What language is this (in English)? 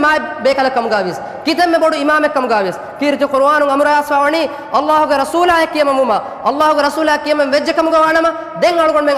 Divehi